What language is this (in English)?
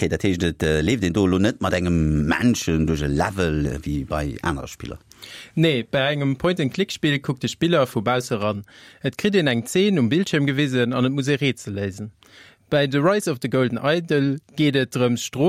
Luxembourgish